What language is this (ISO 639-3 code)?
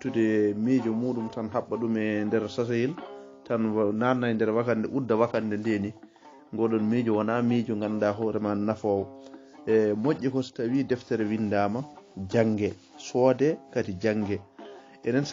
ful